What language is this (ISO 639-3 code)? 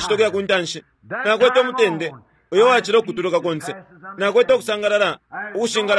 bem